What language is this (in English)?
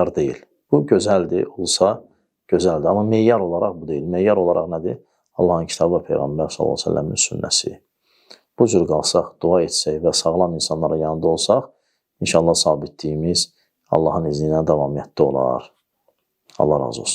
Azerbaijani